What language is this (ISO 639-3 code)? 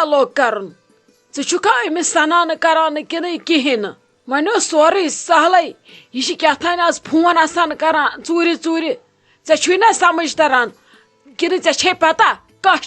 kas